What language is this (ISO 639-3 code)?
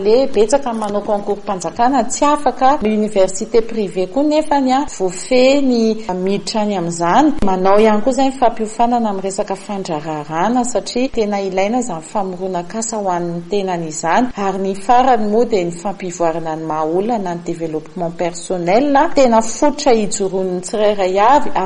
mlg